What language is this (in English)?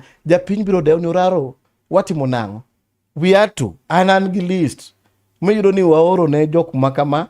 Luo (Kenya and Tanzania)